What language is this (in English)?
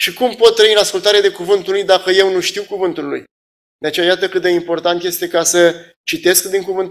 Romanian